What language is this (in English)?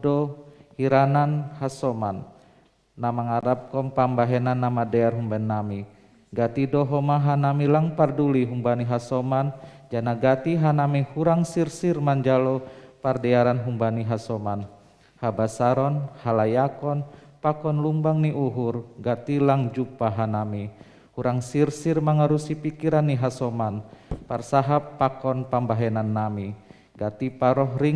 Batak Simalungun